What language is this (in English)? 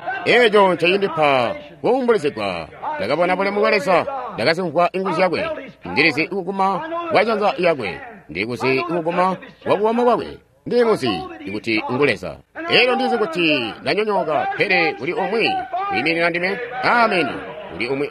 Tonga (Zambia)